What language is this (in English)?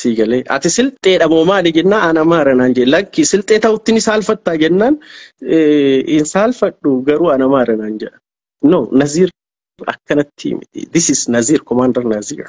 Oromo